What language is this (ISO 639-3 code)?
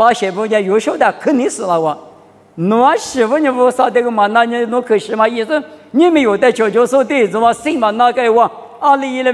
lis